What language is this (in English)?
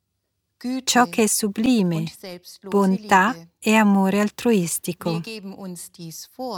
Italian